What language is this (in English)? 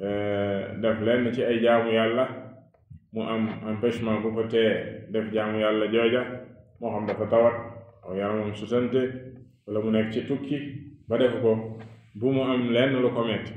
Wolof